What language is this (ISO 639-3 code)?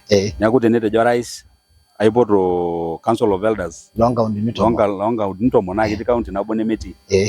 mas